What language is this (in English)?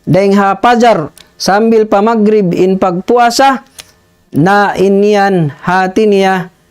Tausug